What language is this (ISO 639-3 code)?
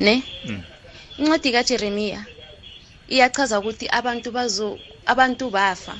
nbl